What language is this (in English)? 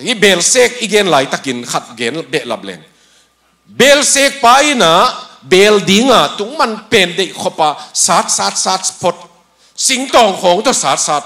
Tedim Chin